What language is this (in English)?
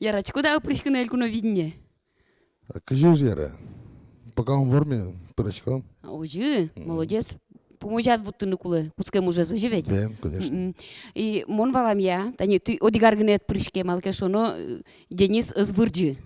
Udmurt